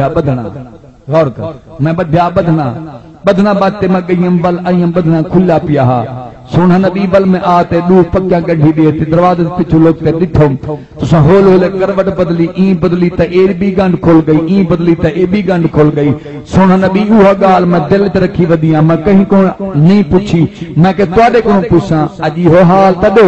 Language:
Saraiki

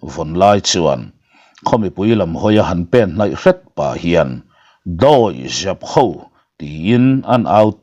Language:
Mizo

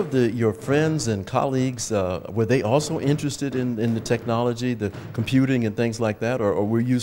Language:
English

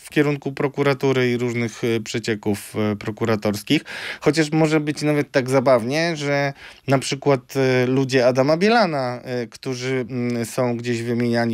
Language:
Polish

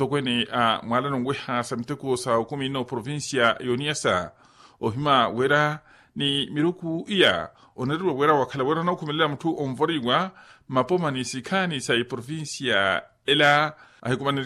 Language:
Makhuwa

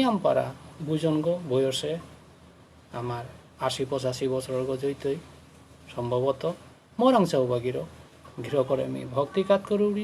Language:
Bishnupriya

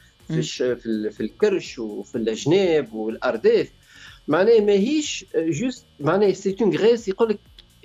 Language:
Tunisian Arabic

